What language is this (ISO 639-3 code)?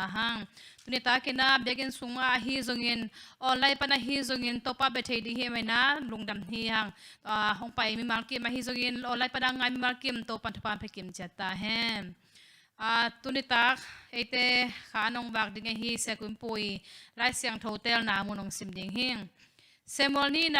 ctd